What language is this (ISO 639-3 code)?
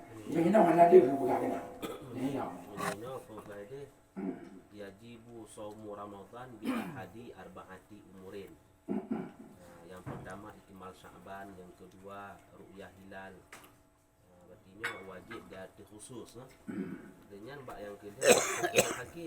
ace